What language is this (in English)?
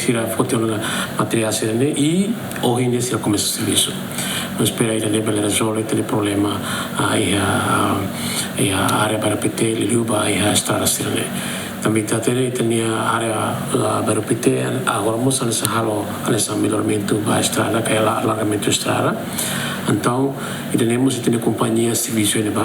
Tetum